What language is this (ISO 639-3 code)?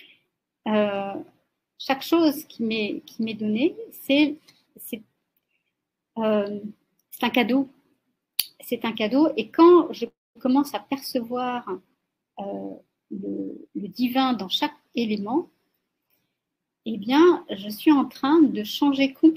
fra